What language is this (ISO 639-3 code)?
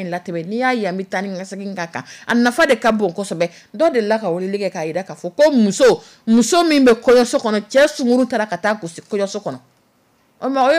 dyu